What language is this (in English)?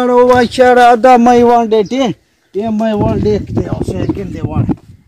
Saraiki